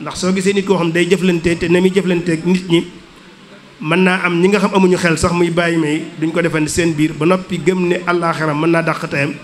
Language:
Wolof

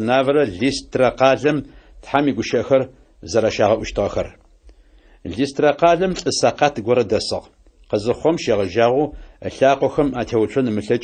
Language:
Adyghe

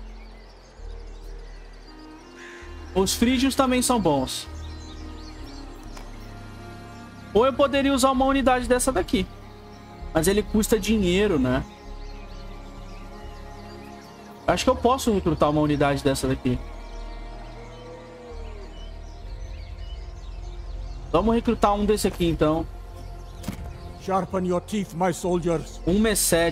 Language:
Portuguese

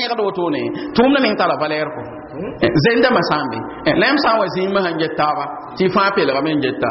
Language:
Mossi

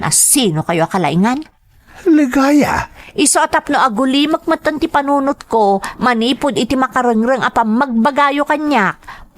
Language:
Iloko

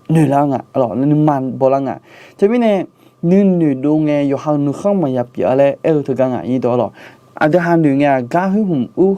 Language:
Akha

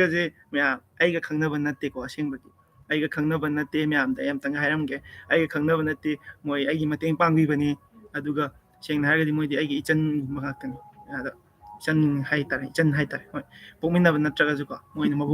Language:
Manipuri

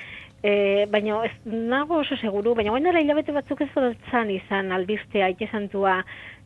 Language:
Basque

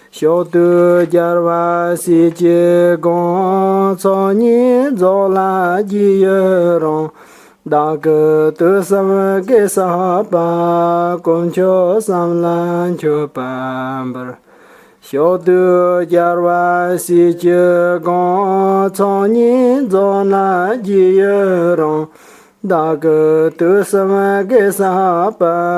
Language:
Tibetan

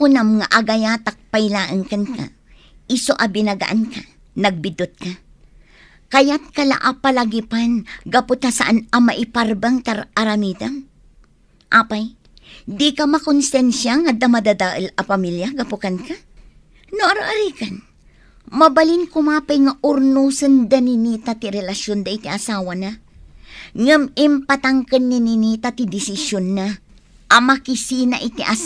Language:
Iloko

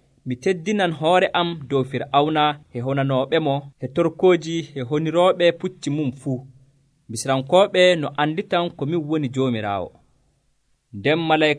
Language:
Nigerian Fulfulde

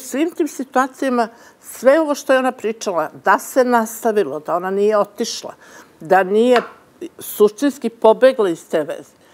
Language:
Serbian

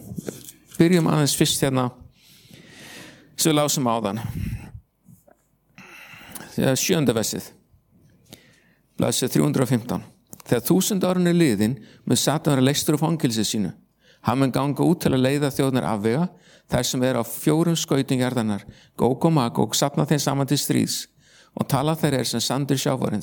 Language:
Icelandic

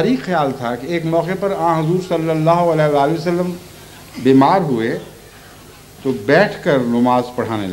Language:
Urdu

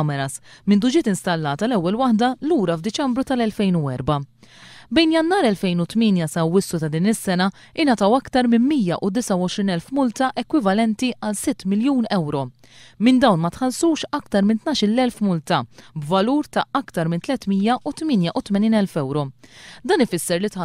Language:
Maltese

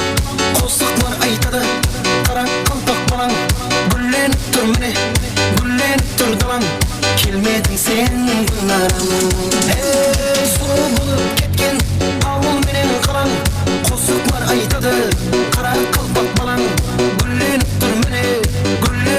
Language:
Kara-Kalpak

